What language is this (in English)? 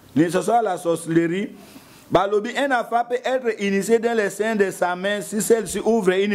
Lingala